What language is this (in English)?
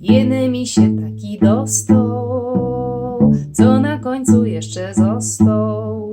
Silesian